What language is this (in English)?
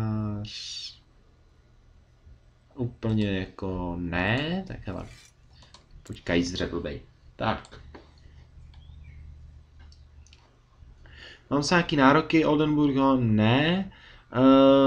Czech